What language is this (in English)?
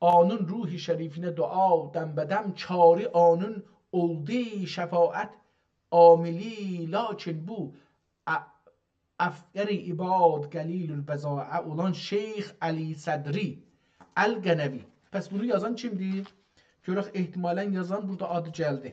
South Azerbaijani